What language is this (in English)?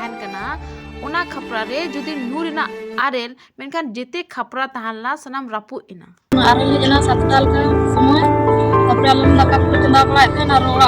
Santali